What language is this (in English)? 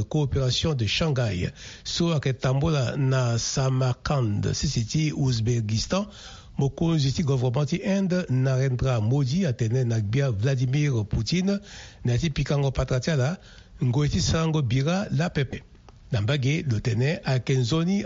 Sango